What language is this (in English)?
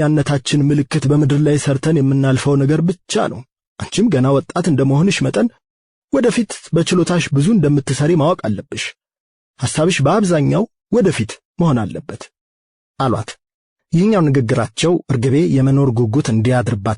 Amharic